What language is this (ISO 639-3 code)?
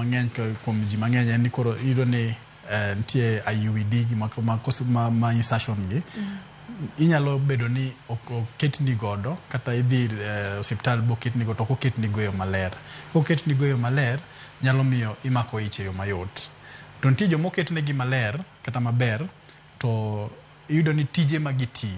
luo